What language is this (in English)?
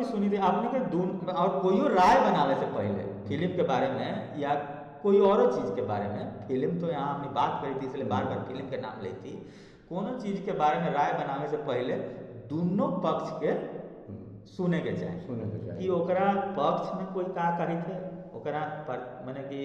Magahi